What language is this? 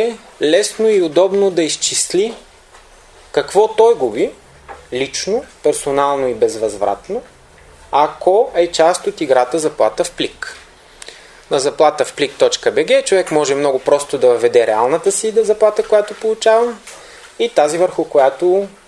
Bulgarian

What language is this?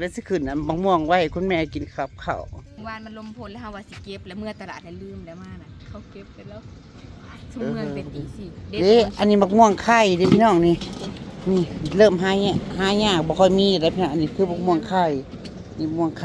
Northeastern Thai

